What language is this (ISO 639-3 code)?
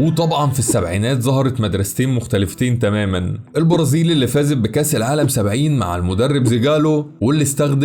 arz